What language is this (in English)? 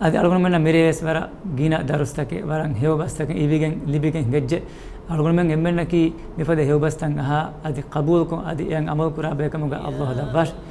Divehi